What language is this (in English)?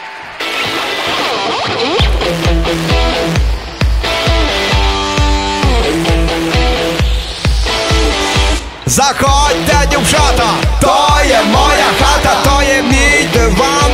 Ukrainian